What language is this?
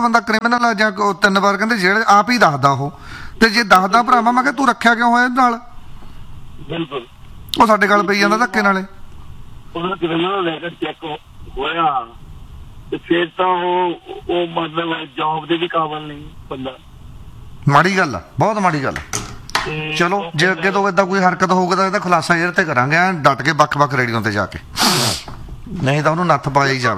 Punjabi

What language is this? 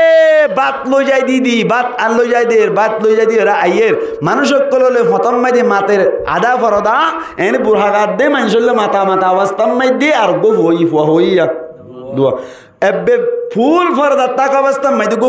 Rohingya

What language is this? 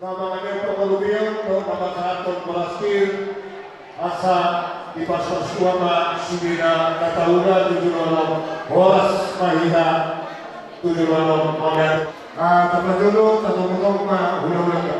Batak Toba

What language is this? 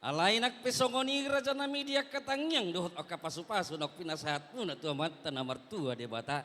Batak Toba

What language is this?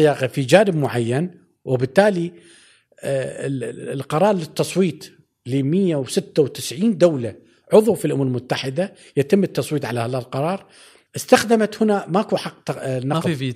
Gulf Arabic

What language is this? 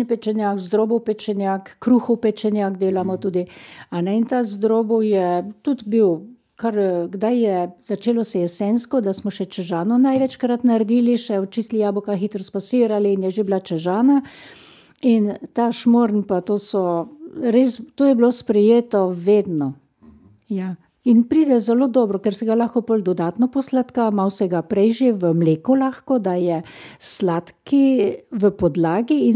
Slovenian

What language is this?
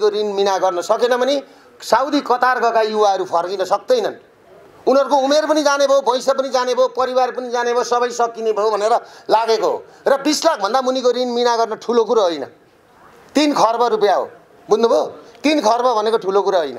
Nepali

